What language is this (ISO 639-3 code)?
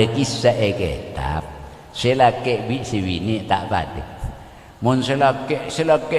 mad